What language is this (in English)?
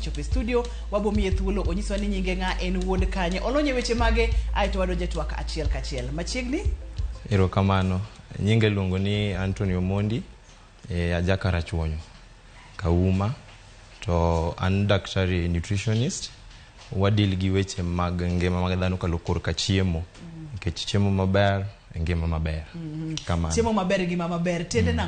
Luo (Kenya and Tanzania)